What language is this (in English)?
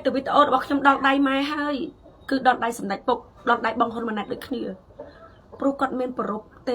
Khmer